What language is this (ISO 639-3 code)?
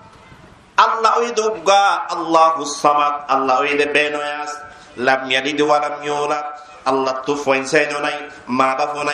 rhg